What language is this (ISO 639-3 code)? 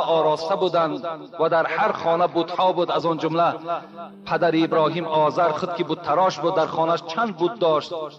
tgk